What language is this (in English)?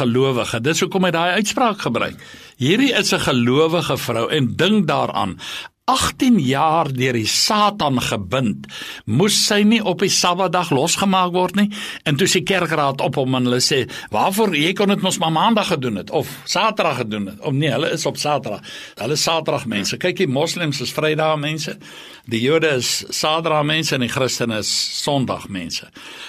Afrikaans